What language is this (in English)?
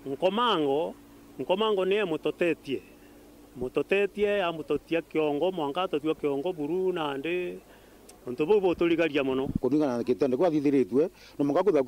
Meru